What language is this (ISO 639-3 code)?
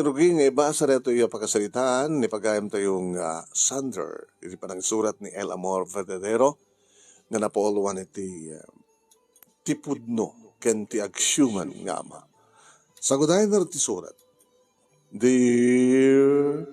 ilo